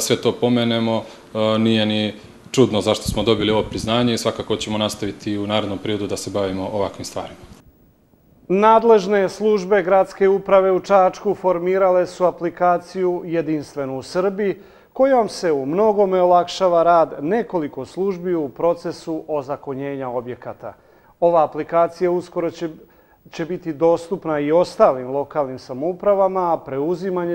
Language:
Serbian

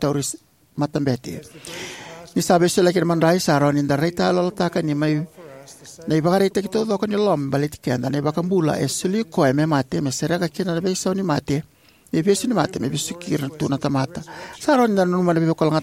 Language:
Fijian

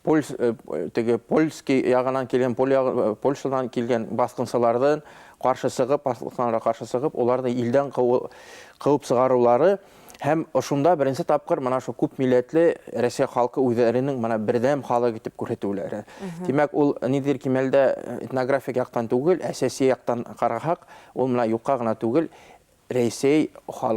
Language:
Bashkir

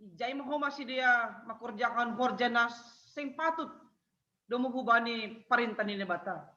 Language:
Batak Simalungun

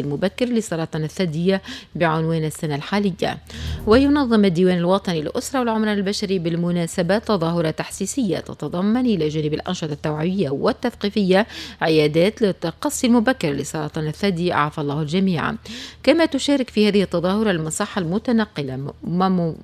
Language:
Tunisian Arabic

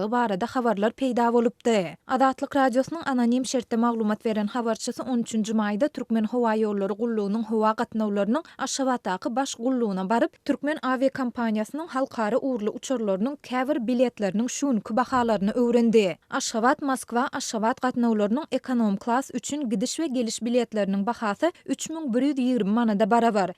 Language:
Turkmen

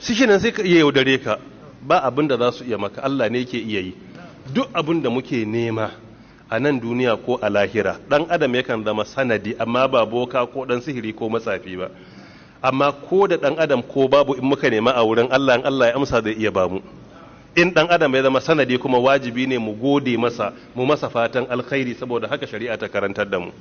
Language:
Hausa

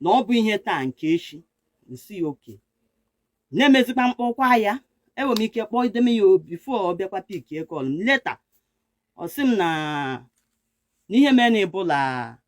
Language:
Igbo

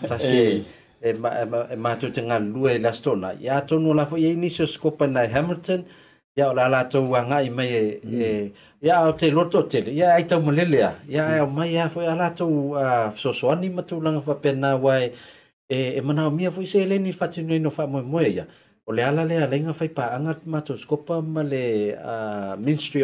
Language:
Samoan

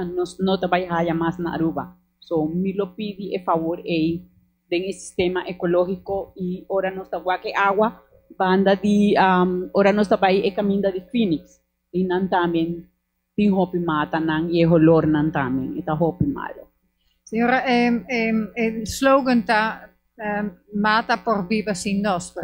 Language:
Papiamento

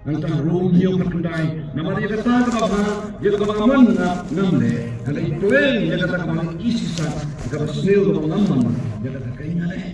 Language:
Khasi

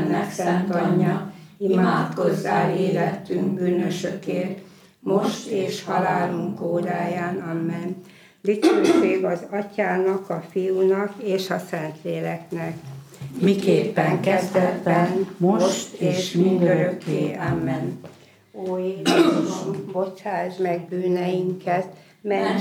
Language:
Hungarian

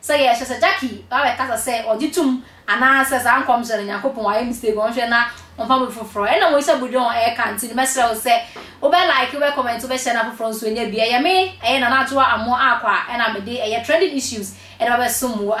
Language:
Akan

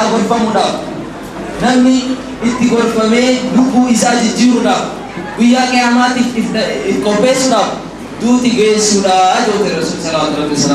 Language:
Oromo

